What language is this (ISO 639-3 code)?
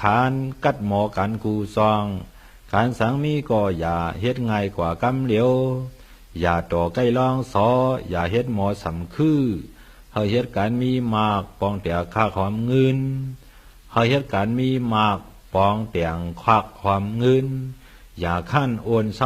shn